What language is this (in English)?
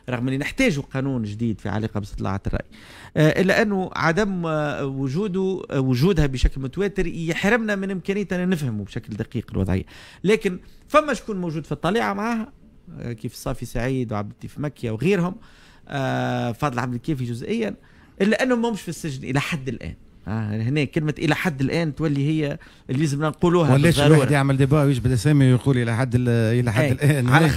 Tunisian Arabic